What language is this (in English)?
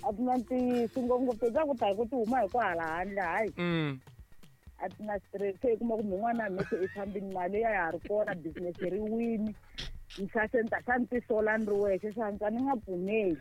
Tsonga